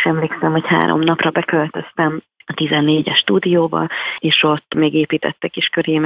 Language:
Hungarian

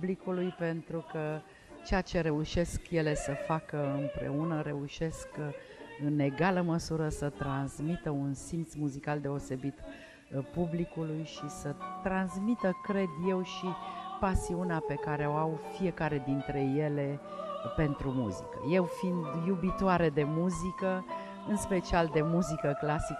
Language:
Romanian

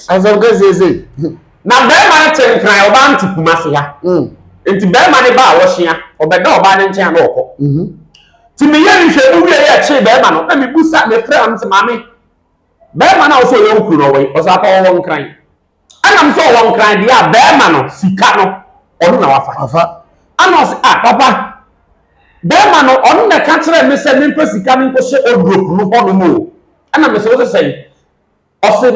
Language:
Akan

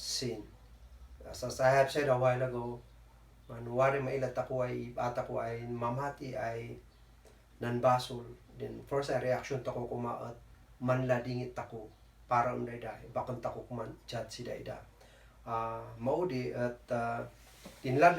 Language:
Kankanaey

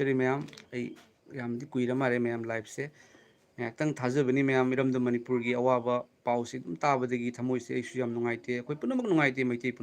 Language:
Manipuri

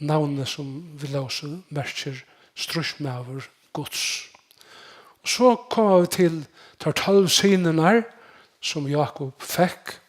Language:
Faroese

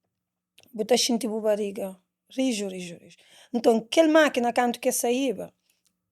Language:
Kabuverdianu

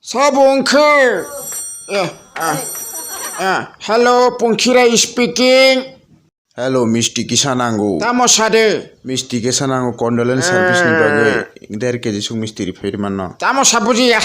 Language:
Kok Borok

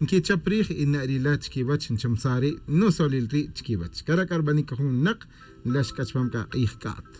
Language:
Tz'utujil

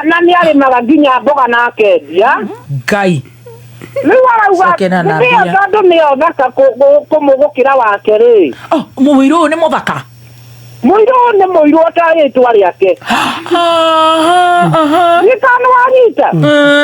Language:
Kikuyu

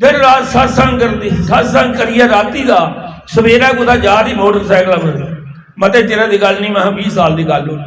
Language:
Dogri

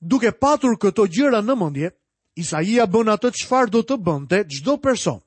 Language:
Albanian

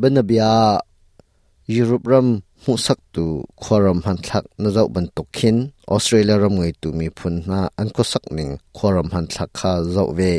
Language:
Hakha Chin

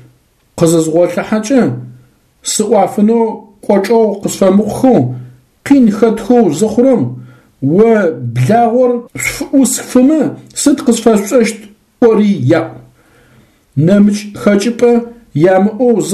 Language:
Adyghe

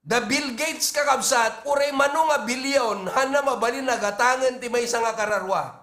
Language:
Iloko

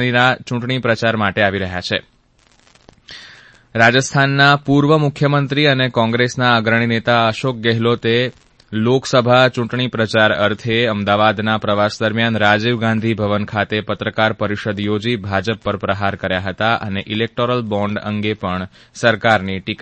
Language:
Gujarati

